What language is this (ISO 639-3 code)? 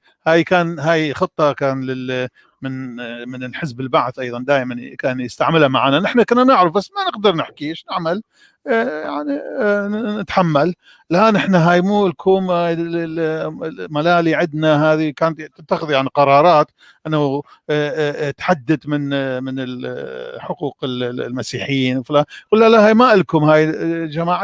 apc